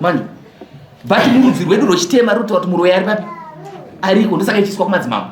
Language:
Shona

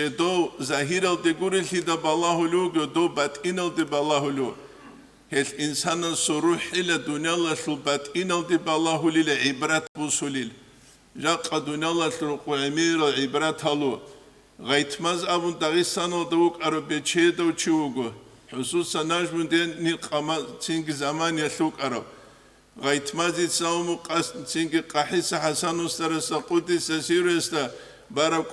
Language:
Avaric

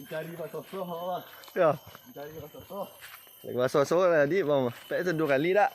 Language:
Minangkabau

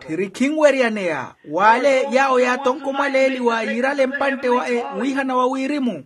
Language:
Makhuwa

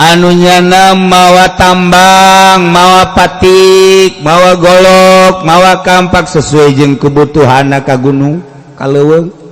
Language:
Sundanese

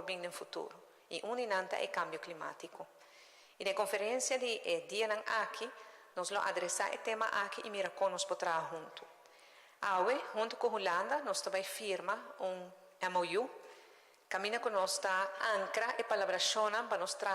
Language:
Papiamento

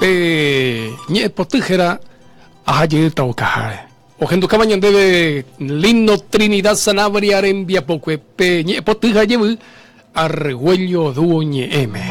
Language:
Guarani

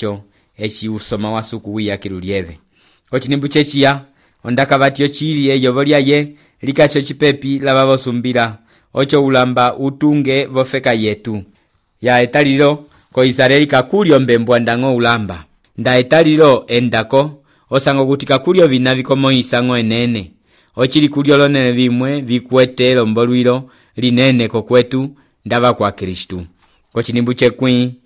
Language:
Umbundu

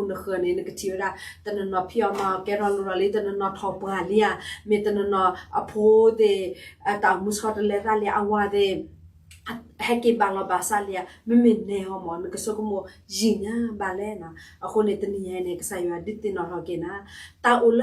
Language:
S'gaw Karen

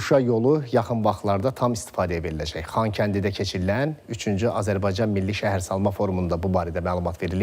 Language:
Azerbaijani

